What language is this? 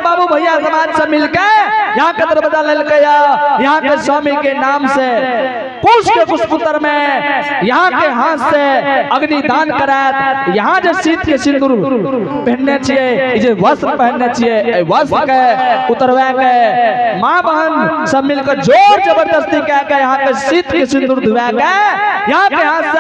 Angika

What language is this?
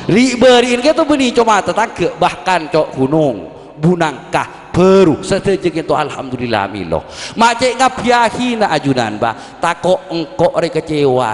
Madurese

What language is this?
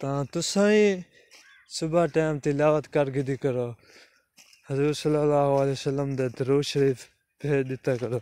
Saraiki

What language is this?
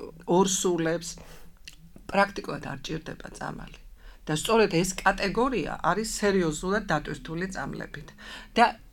Georgian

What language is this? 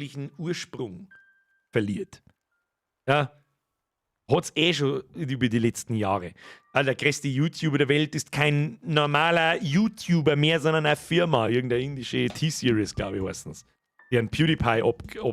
Bavarian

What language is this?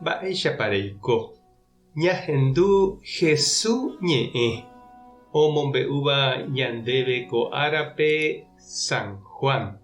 Guarani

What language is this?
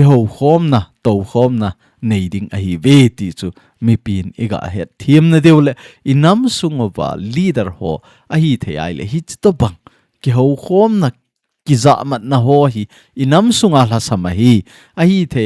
Thado Chin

